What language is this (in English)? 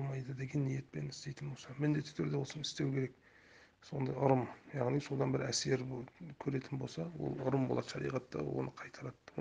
Kazakh